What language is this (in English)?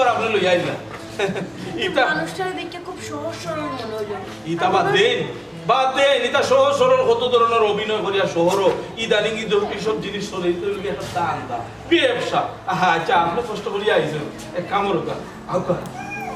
Sylheti